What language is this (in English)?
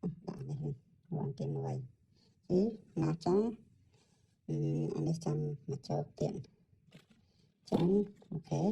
Khmer